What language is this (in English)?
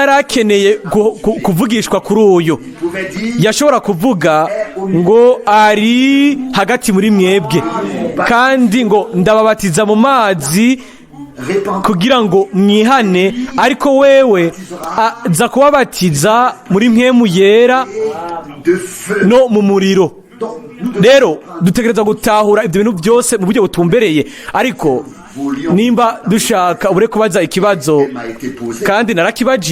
Rundi